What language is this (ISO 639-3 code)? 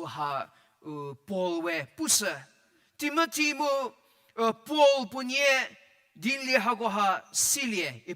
njm